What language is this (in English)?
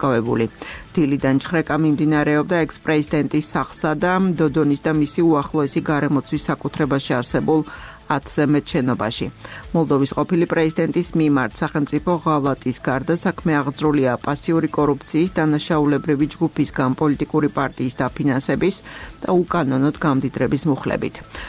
Georgian